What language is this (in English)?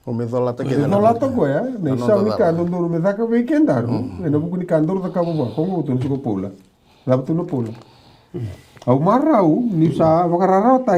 Fijian